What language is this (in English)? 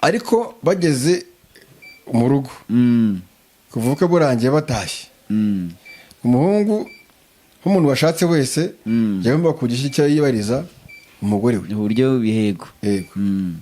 Kinyarwanda